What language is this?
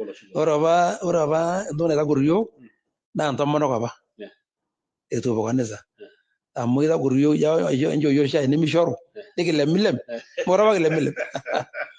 Masai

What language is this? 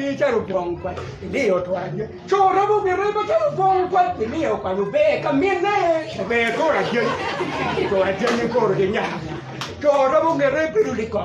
Acoli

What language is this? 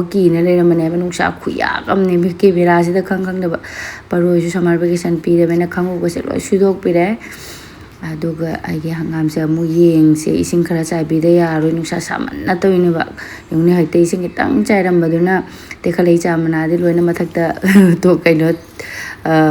Manipuri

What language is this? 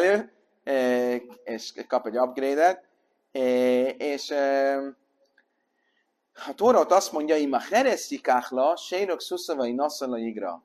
Hungarian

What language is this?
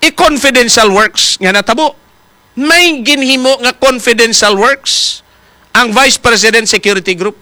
Hiligaynon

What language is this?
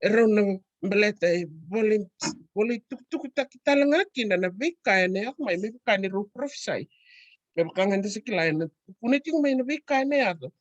Fijian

